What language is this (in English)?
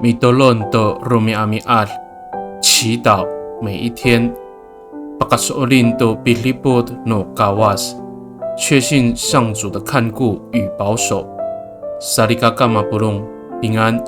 Amis